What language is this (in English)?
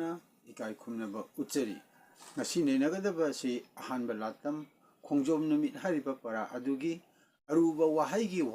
Manipuri